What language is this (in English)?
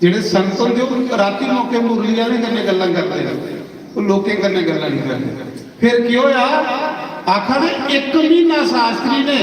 Dogri